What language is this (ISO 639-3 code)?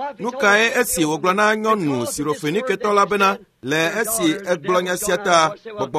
ewe